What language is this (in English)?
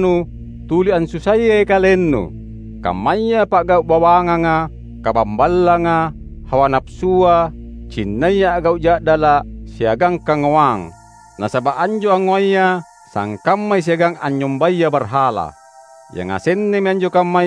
Makasar